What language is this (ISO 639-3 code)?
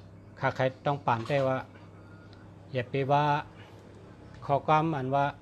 shn